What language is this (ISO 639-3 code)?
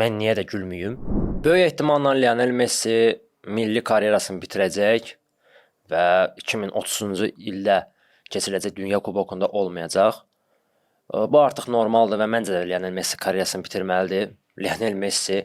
aze